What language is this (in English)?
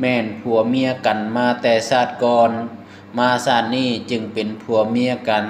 Lao